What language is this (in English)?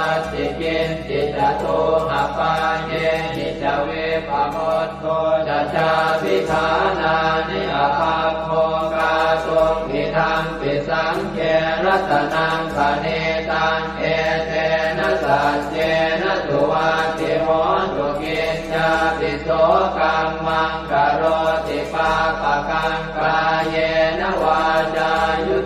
Pali